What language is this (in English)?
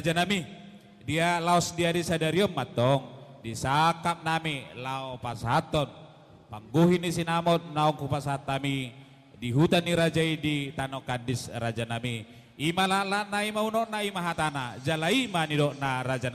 Batak Toba